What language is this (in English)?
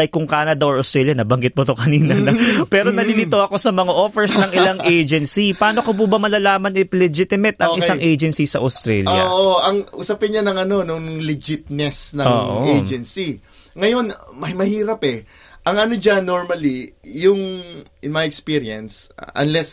Filipino